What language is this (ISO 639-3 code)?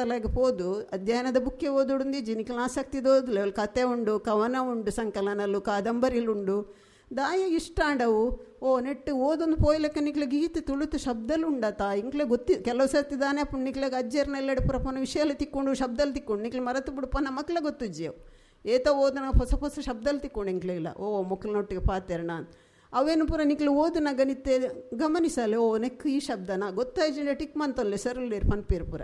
tcy